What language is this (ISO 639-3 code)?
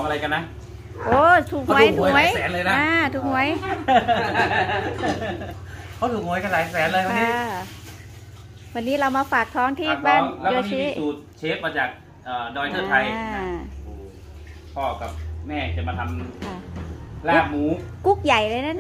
tha